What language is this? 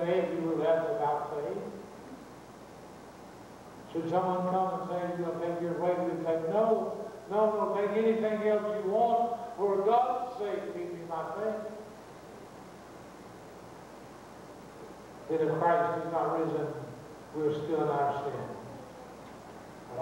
English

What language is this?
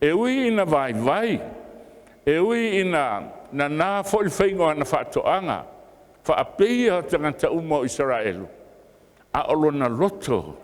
Samoan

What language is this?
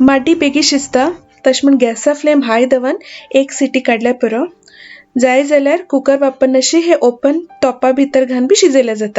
Konkani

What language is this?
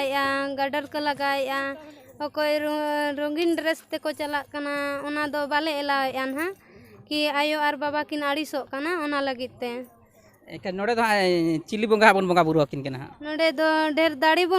Santali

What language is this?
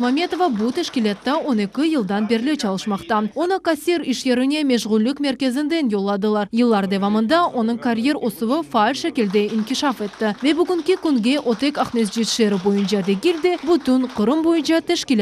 Crimean Tatar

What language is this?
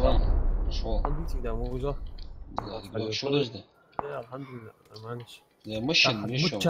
Ingush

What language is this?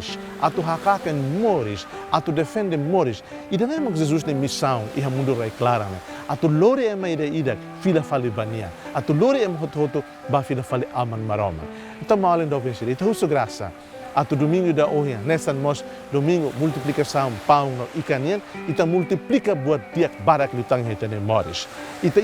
Tetum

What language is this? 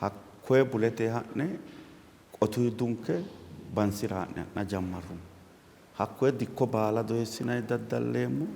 Sidamo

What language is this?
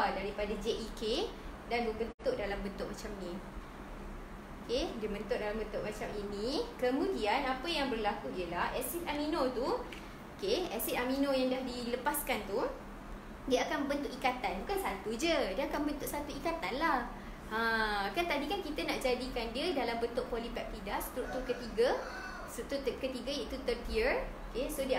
Malay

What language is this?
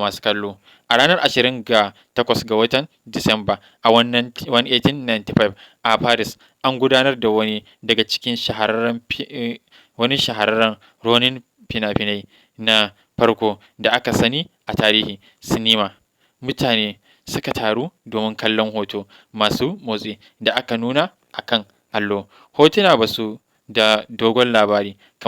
Hausa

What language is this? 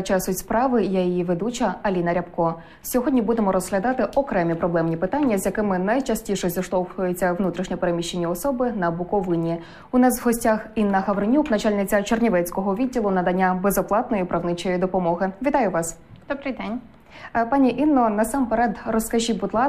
Ukrainian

